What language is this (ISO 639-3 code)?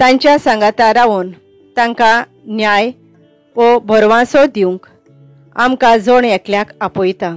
kok